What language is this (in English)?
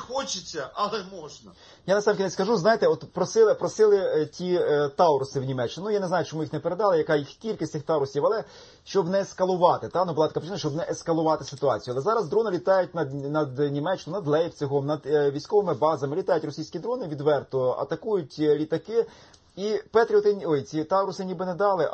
Ukrainian